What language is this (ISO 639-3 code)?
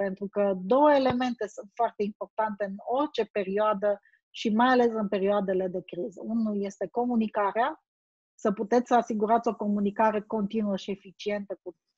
ron